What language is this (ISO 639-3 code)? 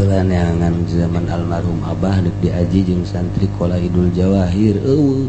sun